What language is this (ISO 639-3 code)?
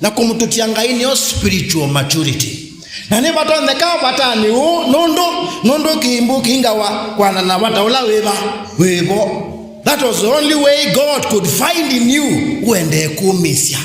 kam